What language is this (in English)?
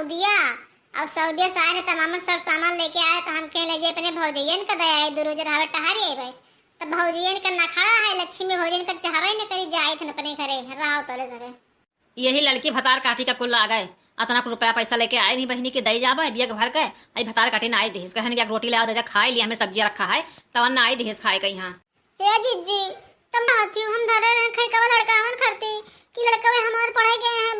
Awadhi